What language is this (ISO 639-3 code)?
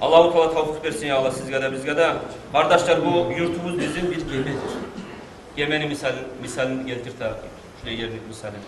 kum